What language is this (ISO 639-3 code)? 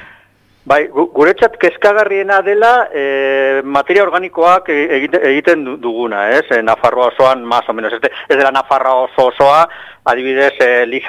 eus